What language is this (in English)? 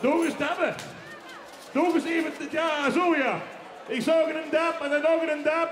Limburgish